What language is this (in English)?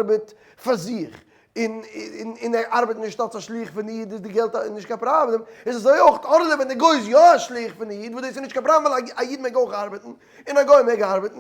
Yiddish